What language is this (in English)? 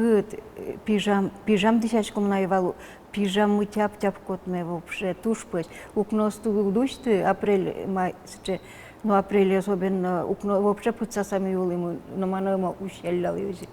Udmurt